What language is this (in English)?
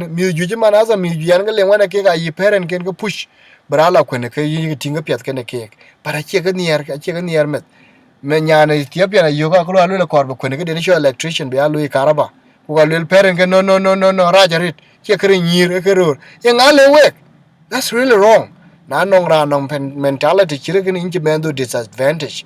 Dinka